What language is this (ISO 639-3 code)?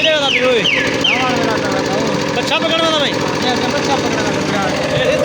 skr